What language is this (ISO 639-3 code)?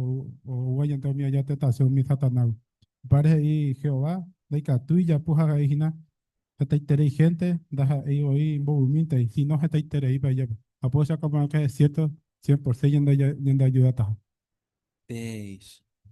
grn